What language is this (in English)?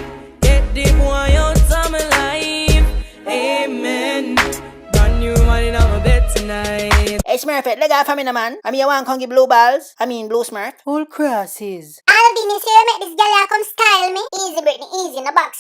Jamaican Creole English